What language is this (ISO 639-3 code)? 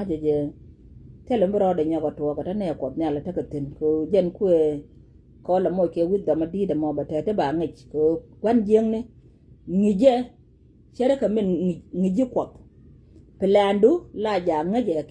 nus